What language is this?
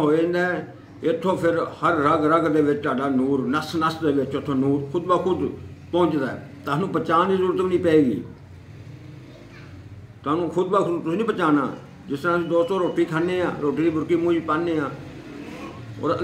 Punjabi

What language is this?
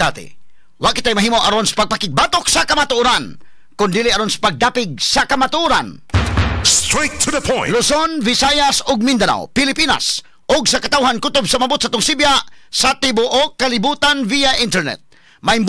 Cebuano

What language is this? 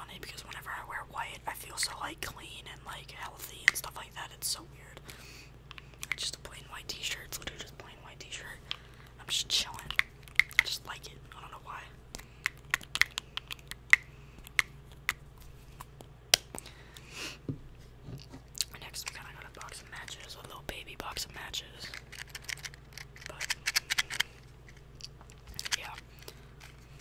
English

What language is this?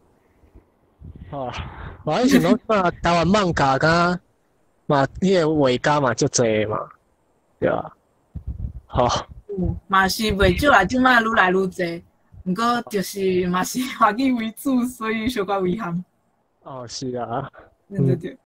Min Nan Chinese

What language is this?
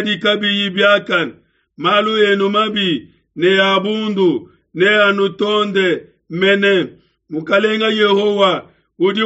Luba-Lulua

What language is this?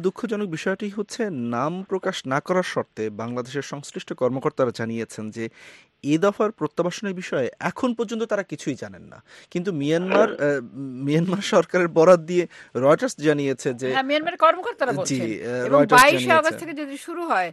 Bangla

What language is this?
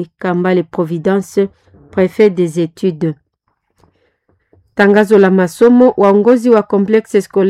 Swahili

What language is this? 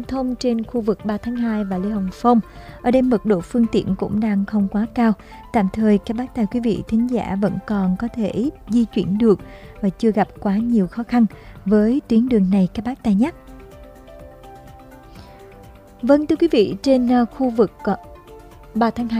Vietnamese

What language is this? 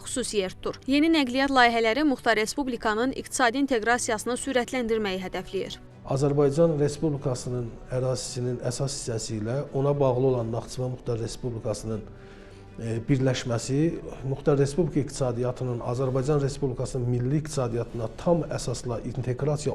Azerbaijani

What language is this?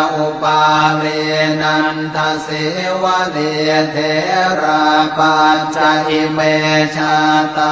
Pali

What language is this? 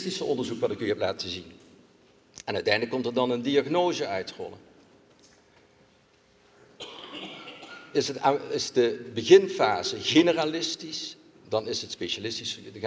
Dutch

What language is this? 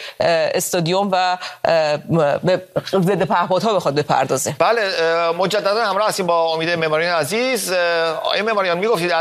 Persian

